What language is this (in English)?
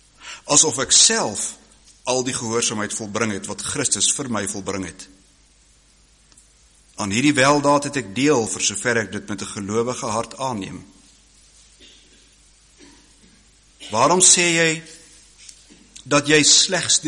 Afrikaans